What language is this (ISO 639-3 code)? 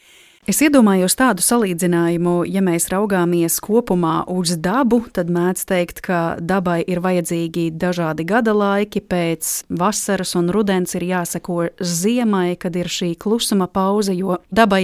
lav